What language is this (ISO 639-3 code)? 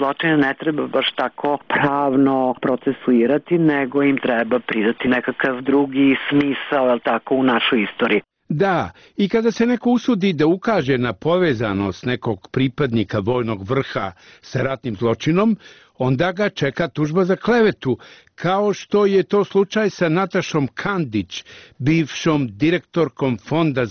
srp